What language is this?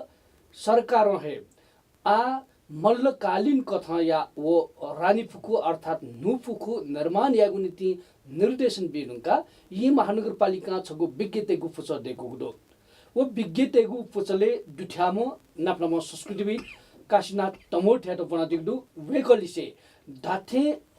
Newari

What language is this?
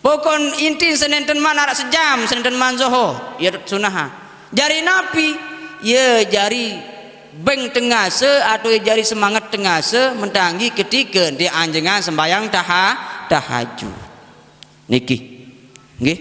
Sasak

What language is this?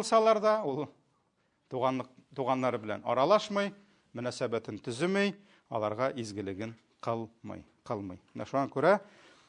Tatar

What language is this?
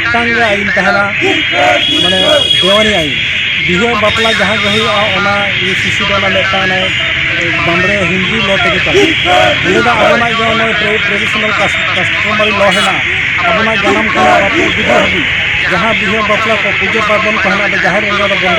Santali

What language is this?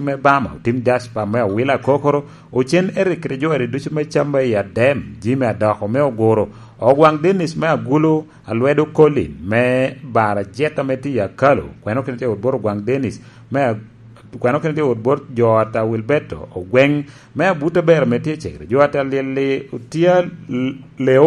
Lango (Uganda)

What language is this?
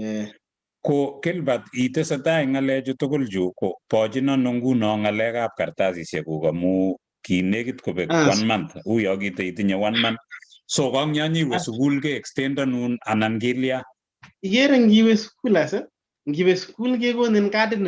Kalenjin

